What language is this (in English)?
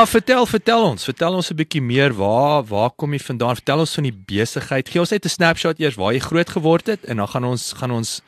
Afrikaans